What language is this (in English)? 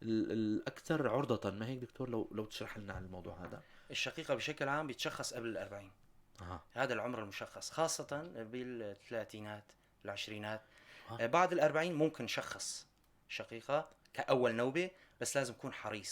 North Levantine Arabic